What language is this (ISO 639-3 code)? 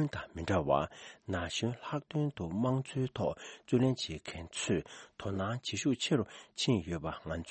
bod